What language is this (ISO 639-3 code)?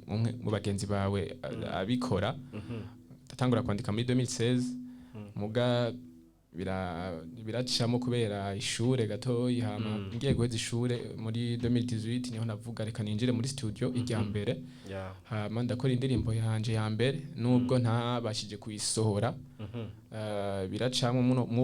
run